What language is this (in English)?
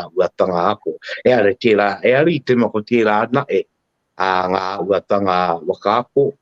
Māori